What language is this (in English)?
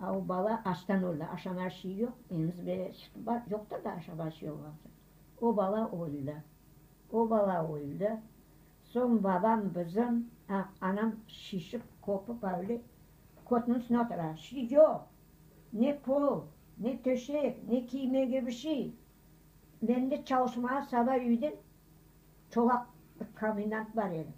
Crimean Tatar